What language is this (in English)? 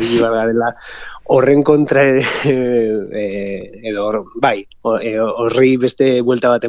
Basque